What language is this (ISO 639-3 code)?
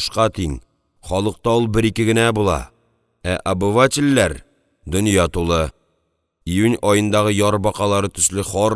tat